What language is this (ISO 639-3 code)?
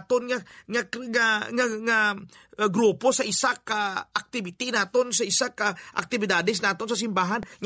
hil